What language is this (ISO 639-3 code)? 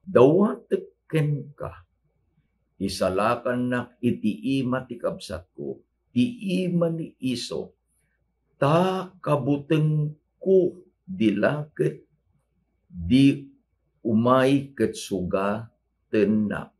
ilo